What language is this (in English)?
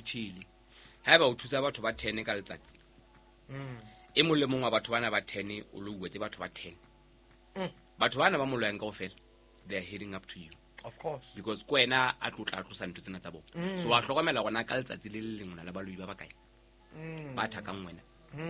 Southern Sotho